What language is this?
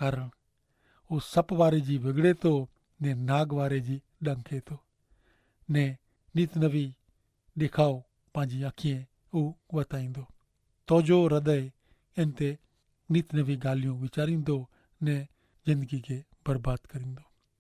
Kachhi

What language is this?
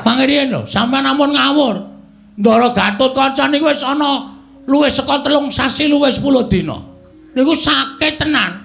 Javanese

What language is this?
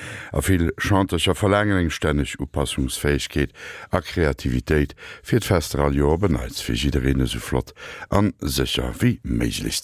Luxembourgish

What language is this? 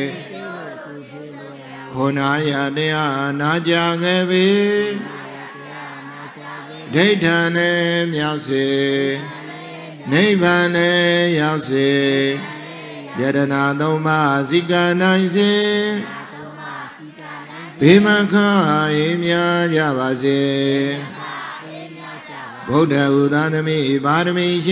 Burmese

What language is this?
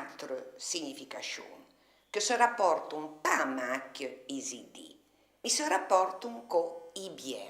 Arpitan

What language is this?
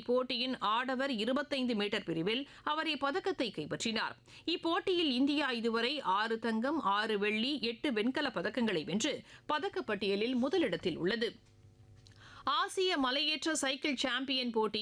Tamil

